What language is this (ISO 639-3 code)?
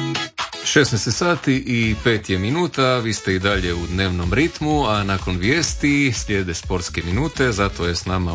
hrv